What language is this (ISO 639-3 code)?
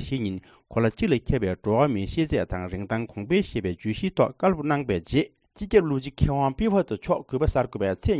bod